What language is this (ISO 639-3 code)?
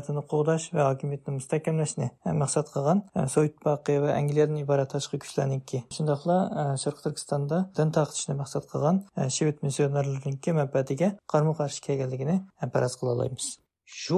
uig